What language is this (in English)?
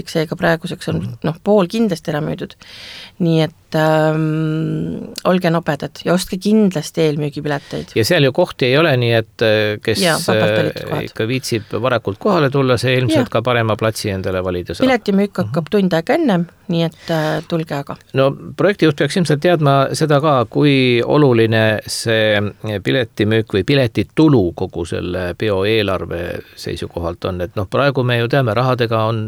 Estonian